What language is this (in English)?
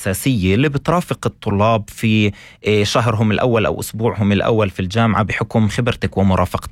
North Levantine Arabic